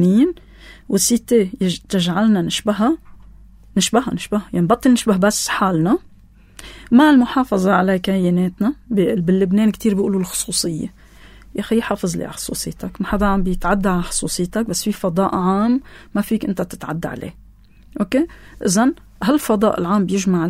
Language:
North Levantine Arabic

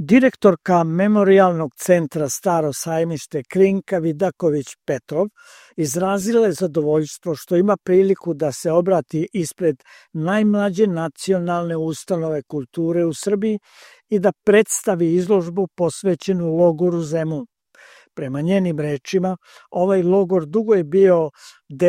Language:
Serbian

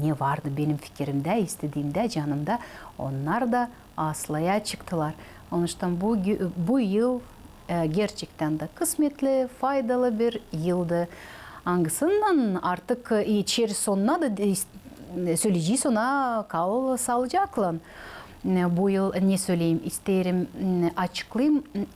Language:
Gagauz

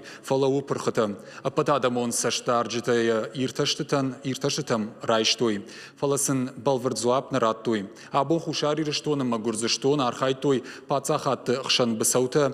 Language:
Ossetic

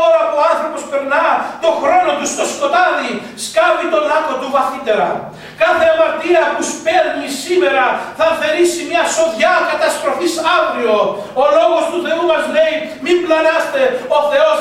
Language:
Greek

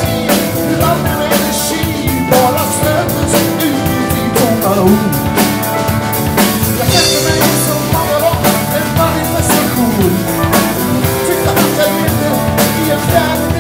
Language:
Swedish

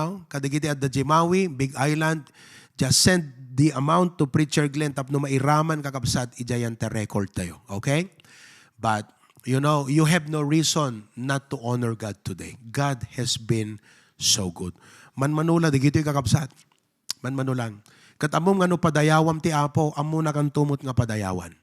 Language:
Iloko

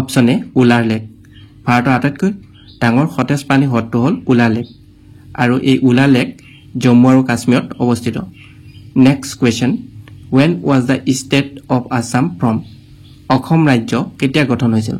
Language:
Assamese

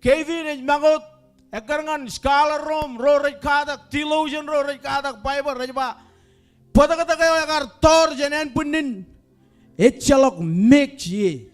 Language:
Marshallese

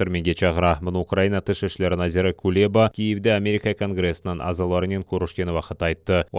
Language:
Crimean Tatar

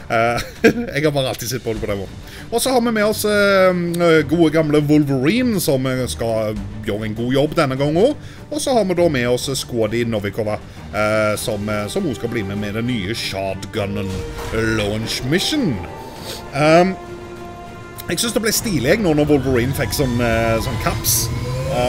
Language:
Norwegian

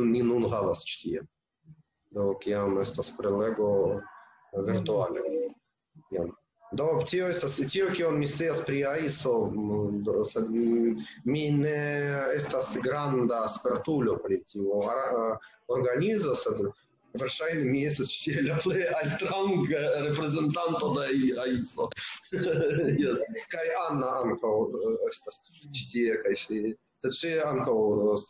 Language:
Esperanto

